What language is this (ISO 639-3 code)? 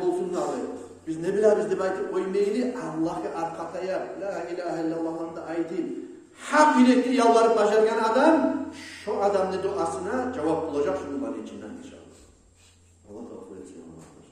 kum